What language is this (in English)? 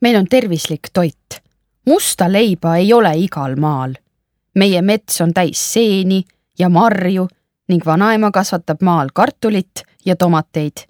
Estonian